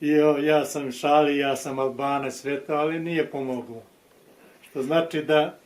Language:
Bosnian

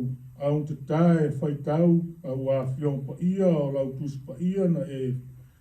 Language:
Samoan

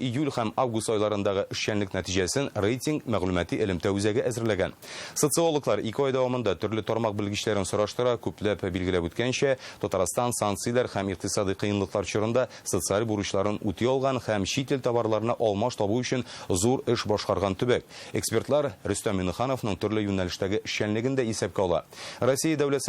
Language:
Tatar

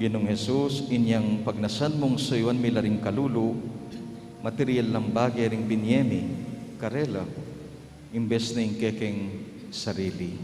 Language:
Pampanga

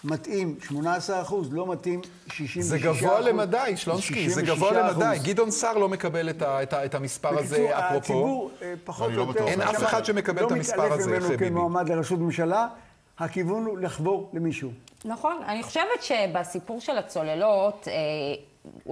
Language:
Hebrew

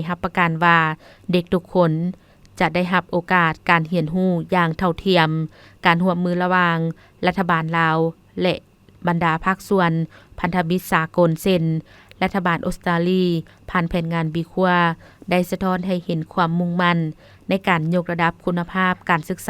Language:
Lao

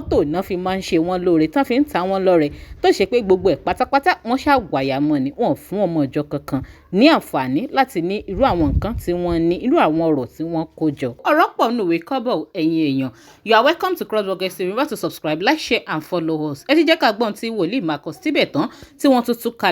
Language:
Yoruba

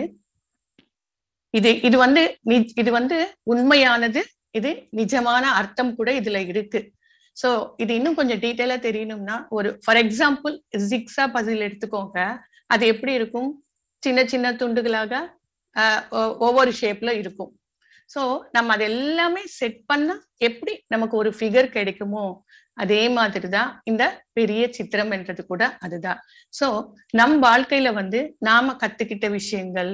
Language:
Tamil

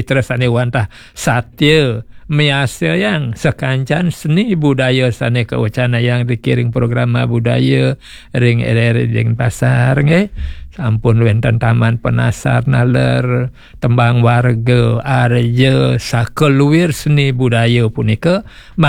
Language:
Balinese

